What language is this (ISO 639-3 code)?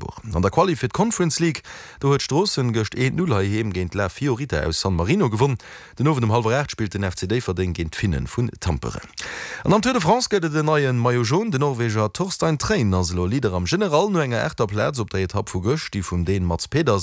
ltz